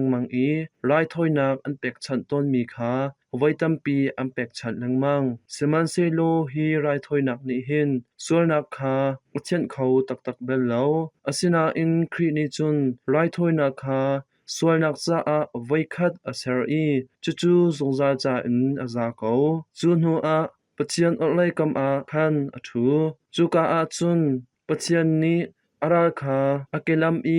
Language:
Hakha Chin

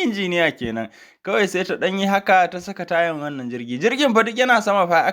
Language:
Hausa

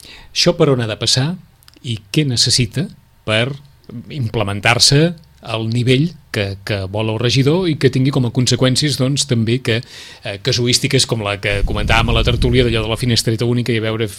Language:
Catalan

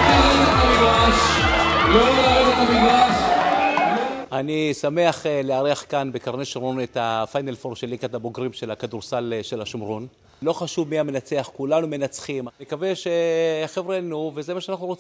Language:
Hebrew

